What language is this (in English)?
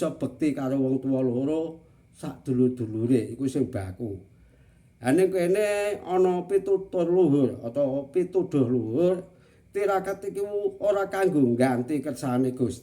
Javanese